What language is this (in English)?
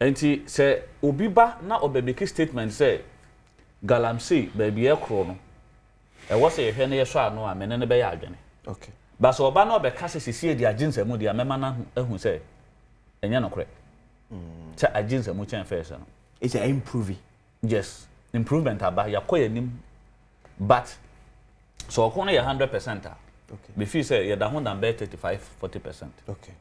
Akan